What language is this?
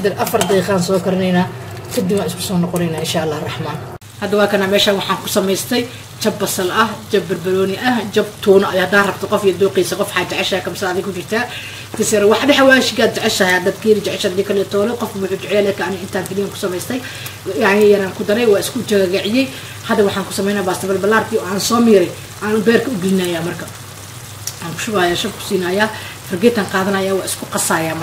Somali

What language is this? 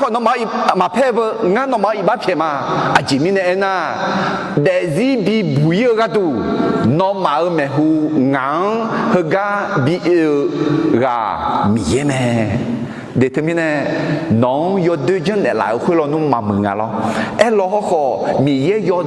Akha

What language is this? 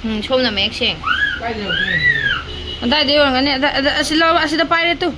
Manipuri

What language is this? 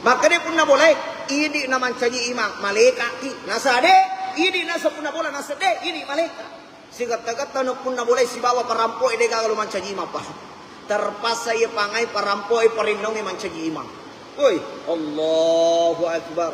Buginese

